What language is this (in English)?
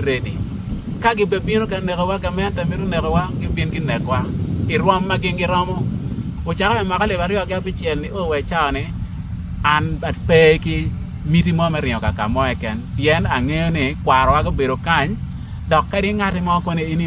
Acoli